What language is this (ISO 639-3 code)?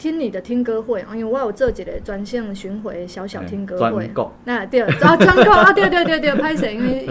nan